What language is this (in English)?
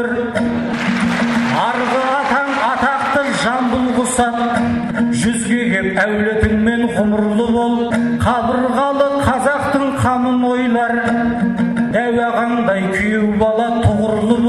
Kazakh